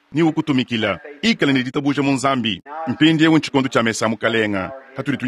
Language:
Luba-Lulua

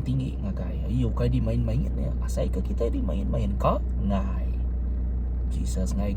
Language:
Iban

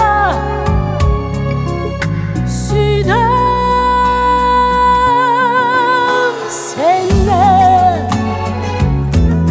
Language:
Kazakh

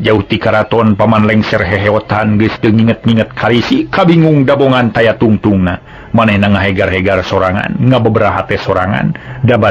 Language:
Sundanese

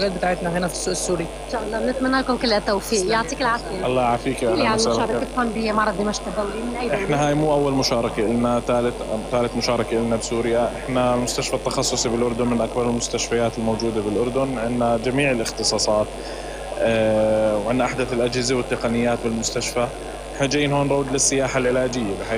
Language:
North Levantine Arabic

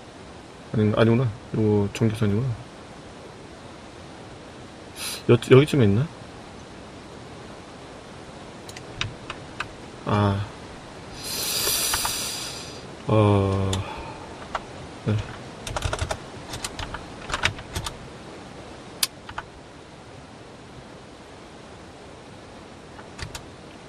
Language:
Korean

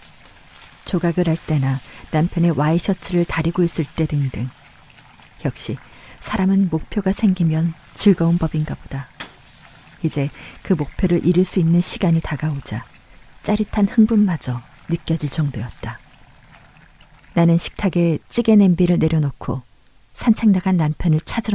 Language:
Korean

